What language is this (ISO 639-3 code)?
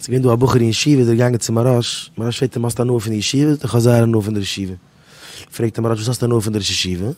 yid